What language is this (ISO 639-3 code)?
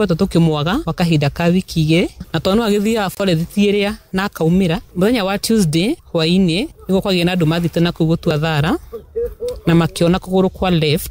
kik